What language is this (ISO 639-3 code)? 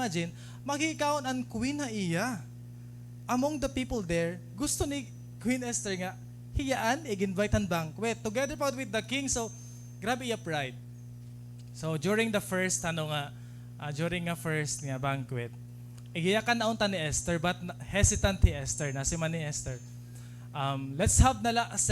war